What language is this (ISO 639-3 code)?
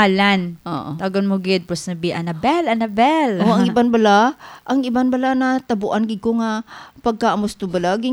hil